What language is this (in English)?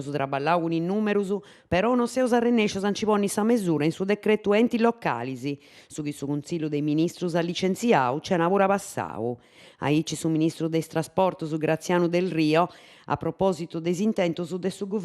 Sardinian